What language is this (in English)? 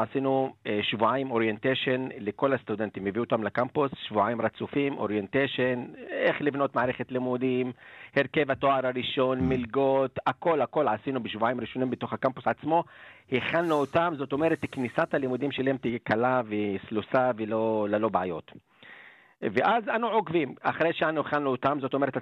Hebrew